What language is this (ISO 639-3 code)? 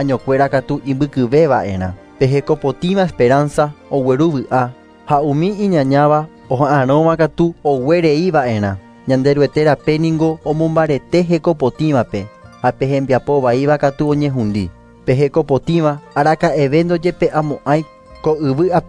grn